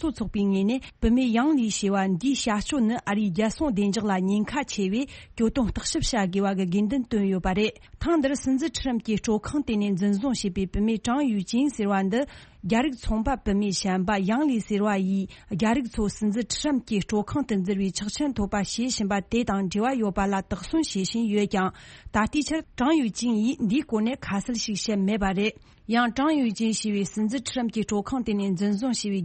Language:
Tibetan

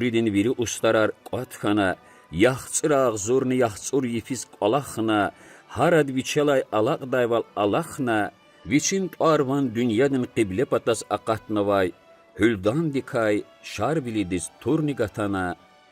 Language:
Lezghian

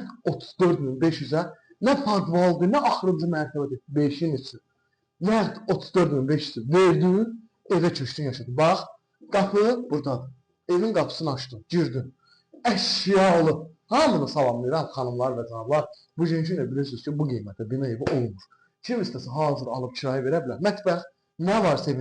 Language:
Azerbaijani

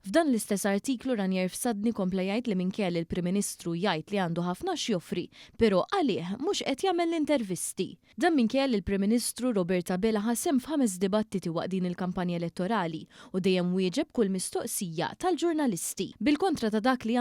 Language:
Maltese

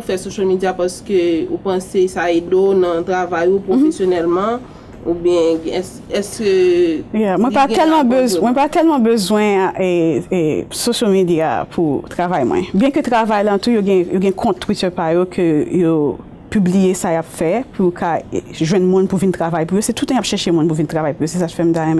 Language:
Haitian Creole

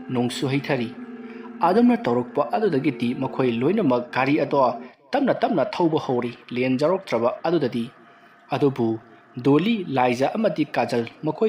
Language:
Manipuri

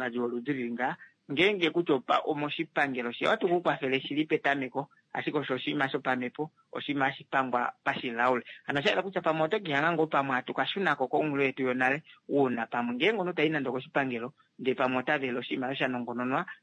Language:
Kuanyama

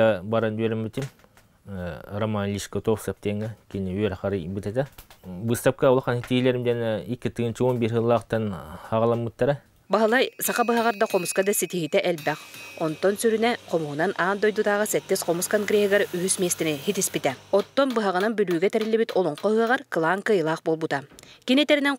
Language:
Yakut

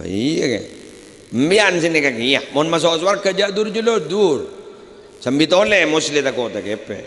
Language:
Madurese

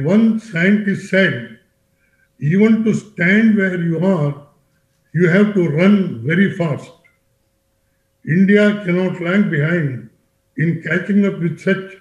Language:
English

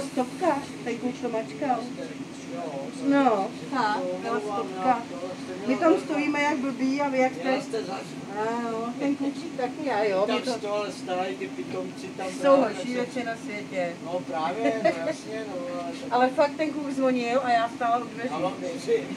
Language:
Czech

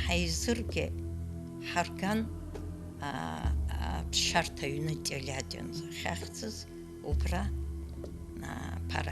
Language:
Abkhazian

